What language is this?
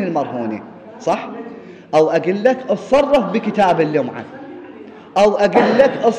Mesopotamian Arabic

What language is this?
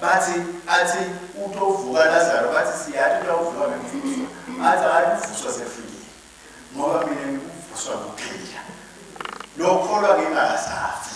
Swati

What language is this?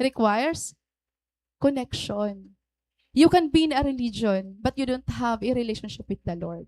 Waray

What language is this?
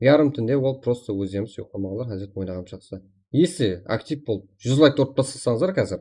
Kara-Kalpak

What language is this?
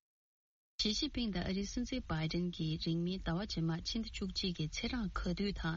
Tibetan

